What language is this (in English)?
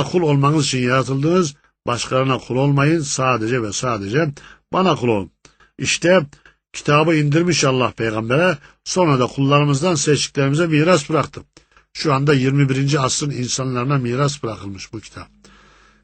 Turkish